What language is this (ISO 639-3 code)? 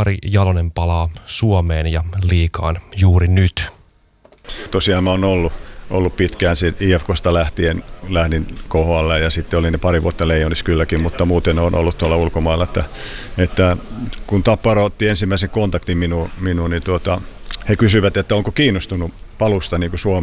fin